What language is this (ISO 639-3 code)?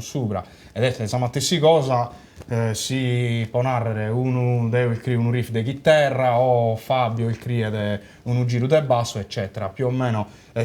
srd